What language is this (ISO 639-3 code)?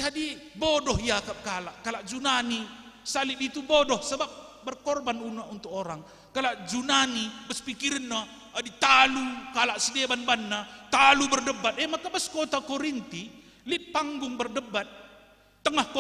btx